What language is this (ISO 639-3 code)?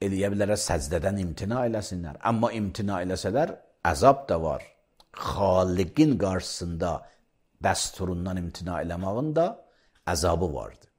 aze